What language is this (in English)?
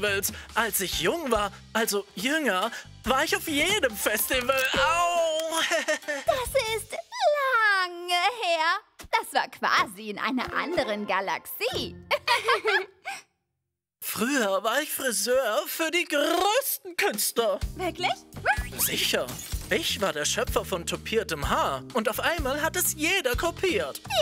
German